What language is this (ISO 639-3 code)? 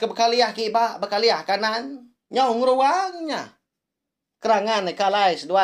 iba